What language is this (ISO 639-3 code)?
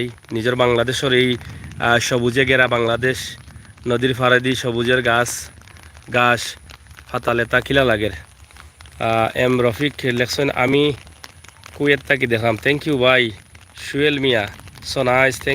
syl